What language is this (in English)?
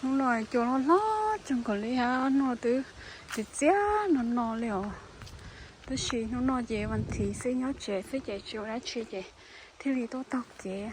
Hmong